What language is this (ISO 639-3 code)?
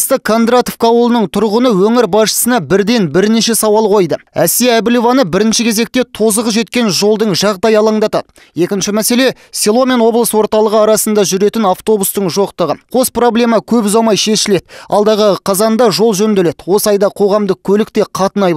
kaz